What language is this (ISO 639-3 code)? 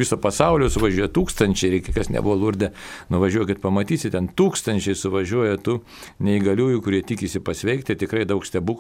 lit